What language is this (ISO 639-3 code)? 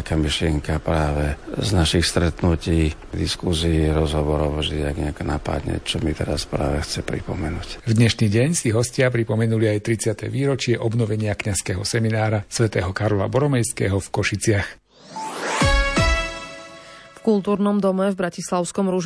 slk